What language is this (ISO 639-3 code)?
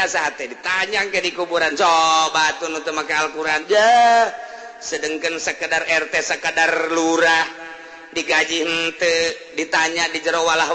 sun